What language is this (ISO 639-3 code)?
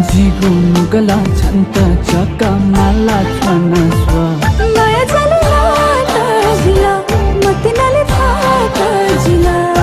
new